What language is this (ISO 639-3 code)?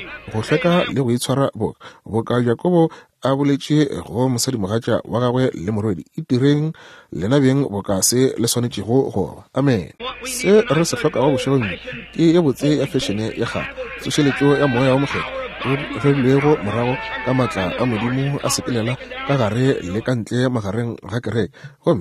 nso